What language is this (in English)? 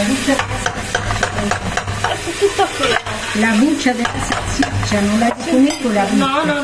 Italian